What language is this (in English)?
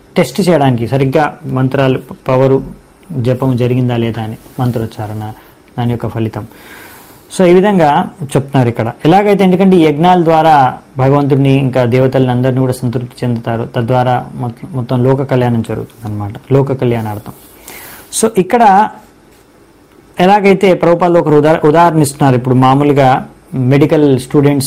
Telugu